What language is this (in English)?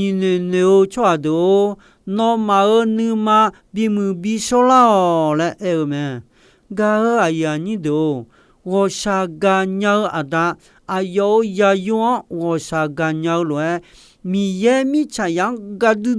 Akha